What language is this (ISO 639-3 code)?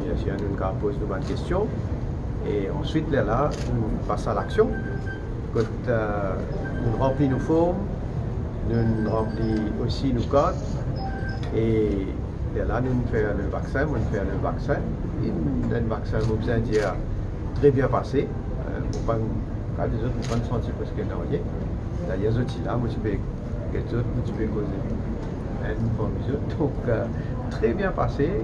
mfe